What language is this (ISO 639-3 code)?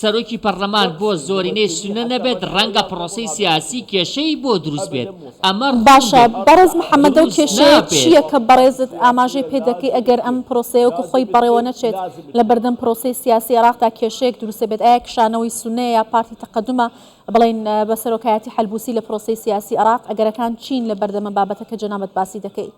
ckb